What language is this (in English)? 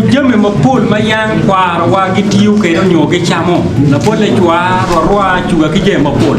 Acoli